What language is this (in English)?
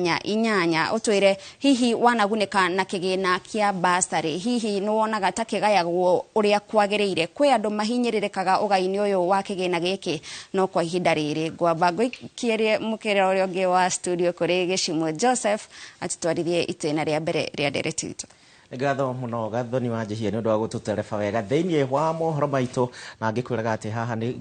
Kikuyu